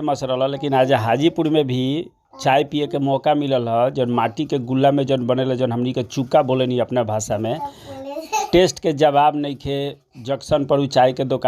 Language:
Bhojpuri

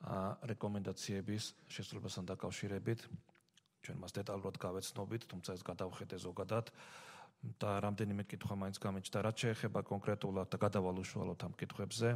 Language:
Georgian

